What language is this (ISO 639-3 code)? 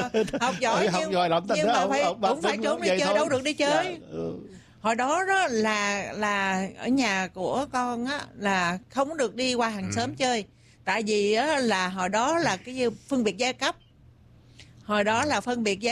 vie